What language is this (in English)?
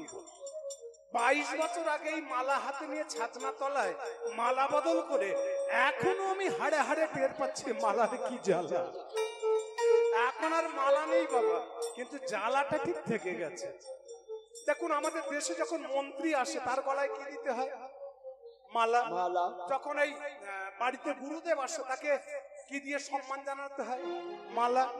Bangla